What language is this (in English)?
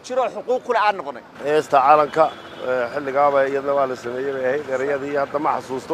Somali